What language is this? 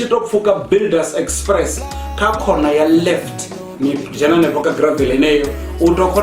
Venda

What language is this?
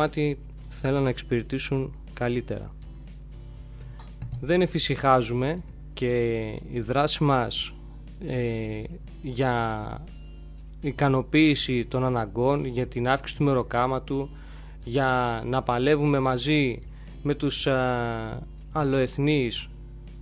Greek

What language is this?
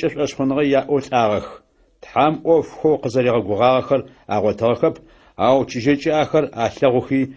Adyghe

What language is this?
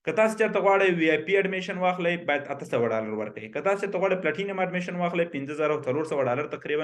Pashto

